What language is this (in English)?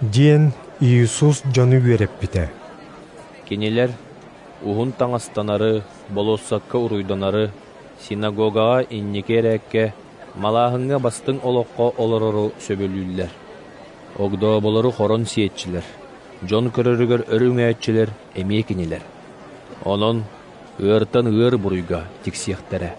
Yakut